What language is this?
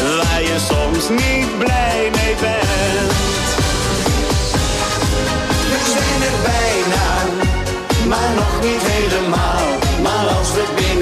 Dutch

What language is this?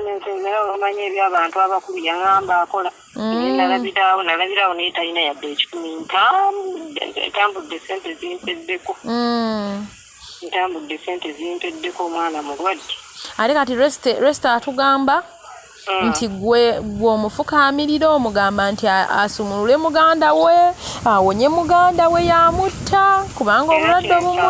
Ganda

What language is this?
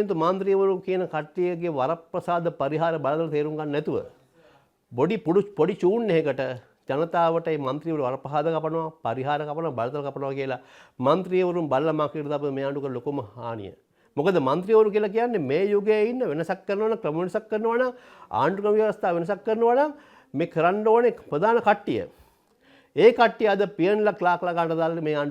Sinhala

